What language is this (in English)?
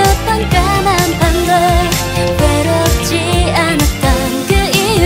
Korean